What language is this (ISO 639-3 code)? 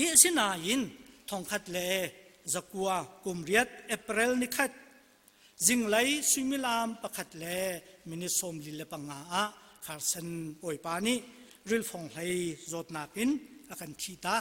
cnh